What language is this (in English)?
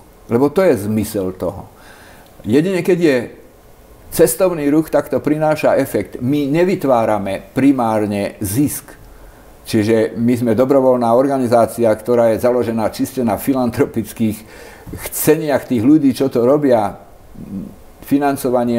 Slovak